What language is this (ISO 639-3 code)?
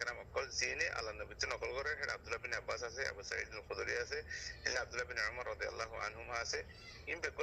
rhg